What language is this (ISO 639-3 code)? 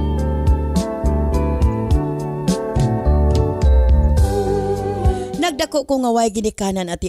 ceb